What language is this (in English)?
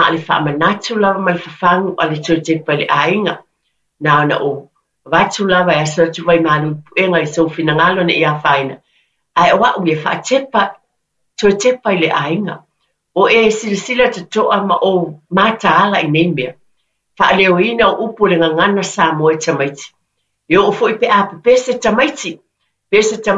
Samoan